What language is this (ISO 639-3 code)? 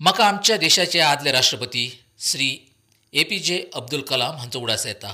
kok